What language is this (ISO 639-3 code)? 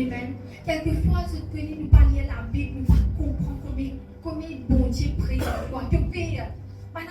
mfe